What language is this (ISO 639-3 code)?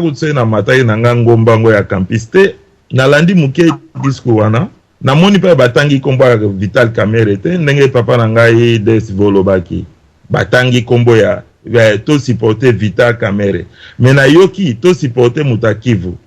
lin